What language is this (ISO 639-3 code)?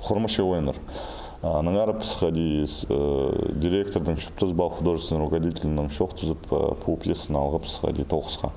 kjh